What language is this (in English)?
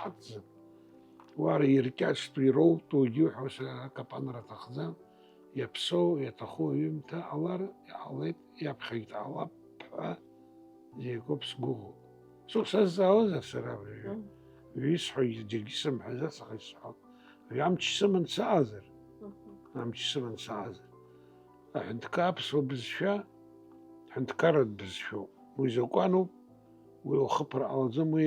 Abkhazian